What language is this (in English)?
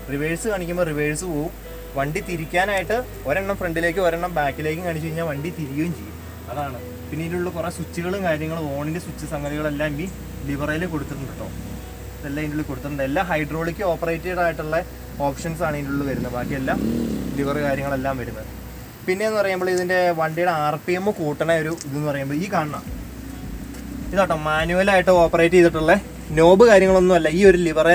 Malayalam